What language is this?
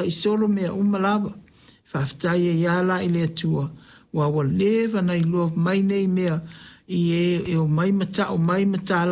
Samoan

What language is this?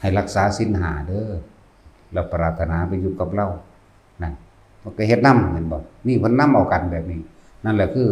Northeastern Thai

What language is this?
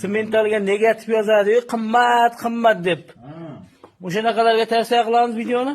Uzbek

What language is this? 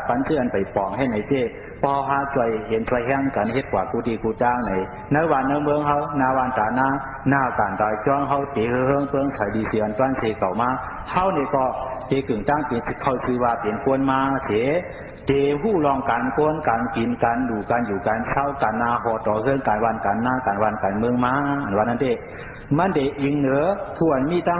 Shan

